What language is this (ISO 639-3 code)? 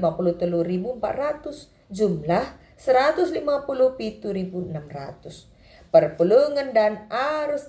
btx